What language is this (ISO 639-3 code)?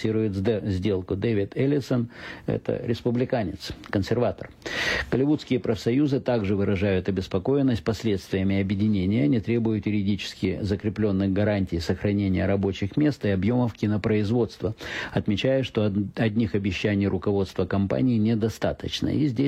rus